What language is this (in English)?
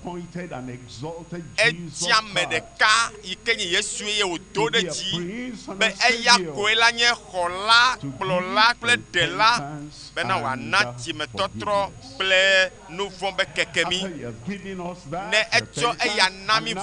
Ewe